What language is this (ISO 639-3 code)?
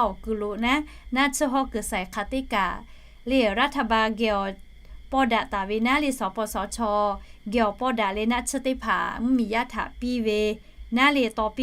lhu